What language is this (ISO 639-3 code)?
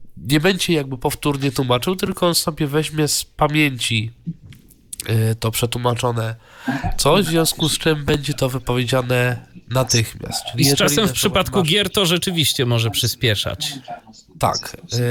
pol